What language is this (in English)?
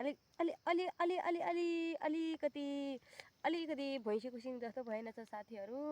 Nepali